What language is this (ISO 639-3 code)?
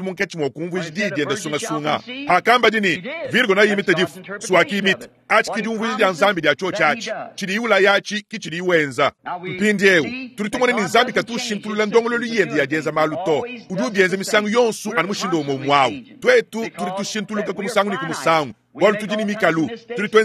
lua